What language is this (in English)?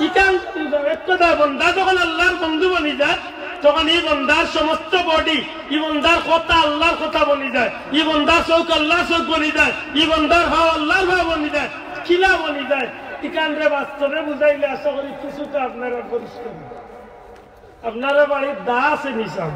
Sylheti